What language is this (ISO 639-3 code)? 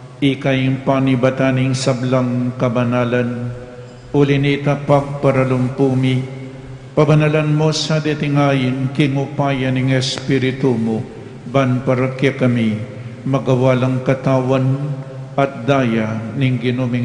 pam